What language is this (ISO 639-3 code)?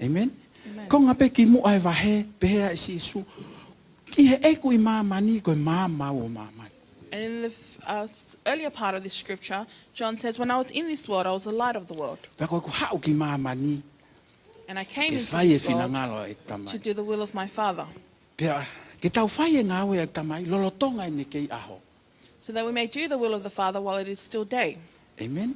ton